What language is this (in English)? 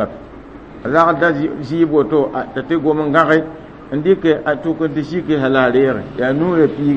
Mossi